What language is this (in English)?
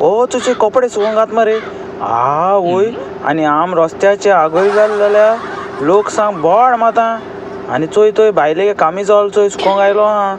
Konkani